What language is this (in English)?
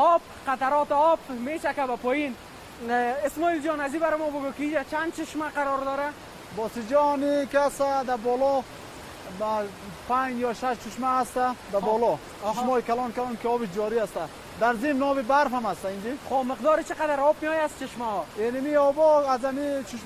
Persian